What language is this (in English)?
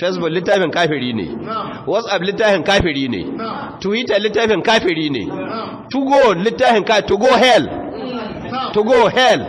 Hausa